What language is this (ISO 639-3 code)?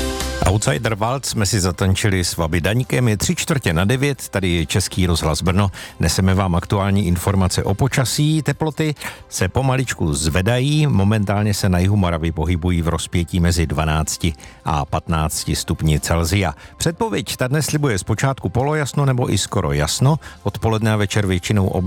ces